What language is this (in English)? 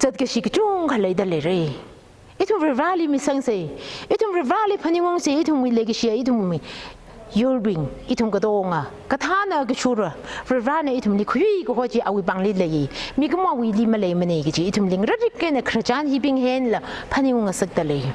Tangkhul Naga (India)